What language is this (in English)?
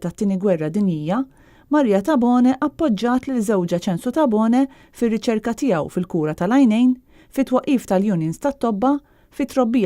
Maltese